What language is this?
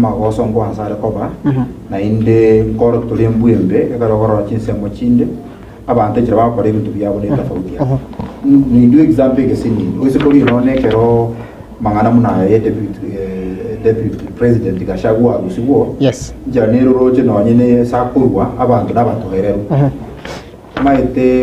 Gusii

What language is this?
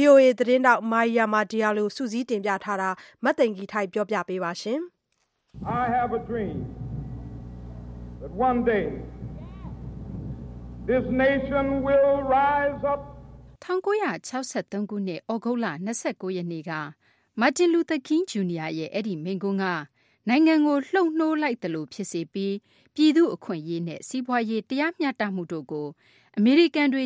Burmese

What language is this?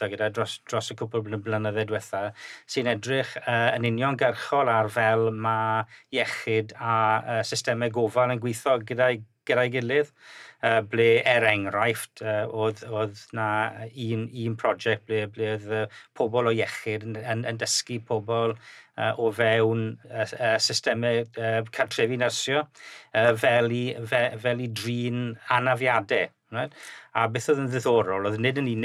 Welsh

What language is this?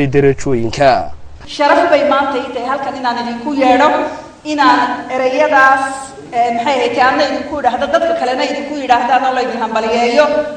Somali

